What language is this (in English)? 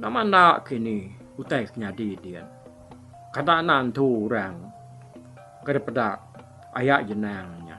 Iban